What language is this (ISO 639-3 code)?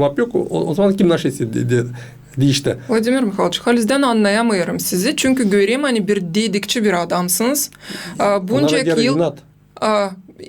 gag